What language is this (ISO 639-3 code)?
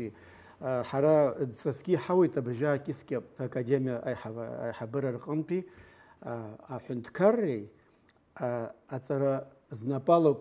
abk